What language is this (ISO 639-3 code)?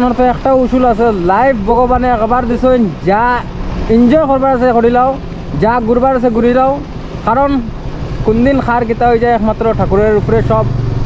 syl